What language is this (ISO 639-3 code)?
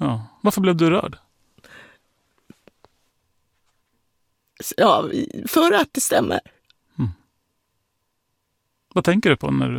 swe